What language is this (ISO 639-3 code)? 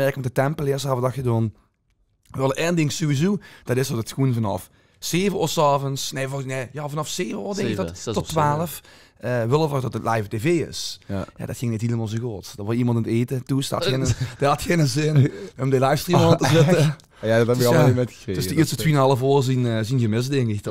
lim